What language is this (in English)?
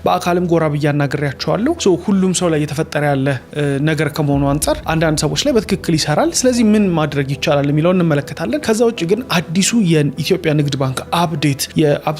Amharic